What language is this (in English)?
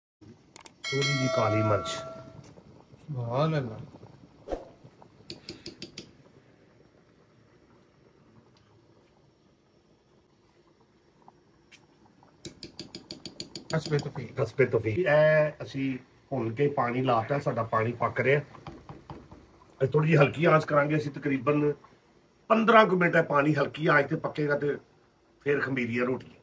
Punjabi